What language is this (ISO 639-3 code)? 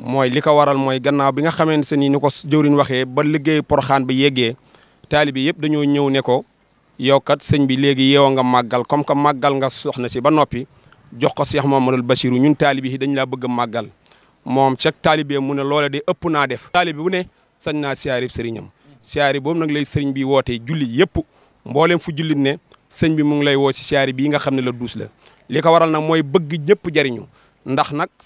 wol